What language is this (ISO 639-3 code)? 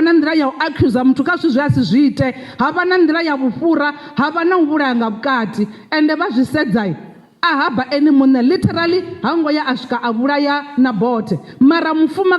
ven